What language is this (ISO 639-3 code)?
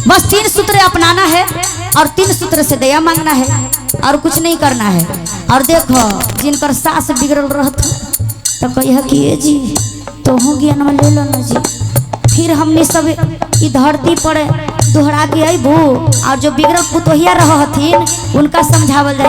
mag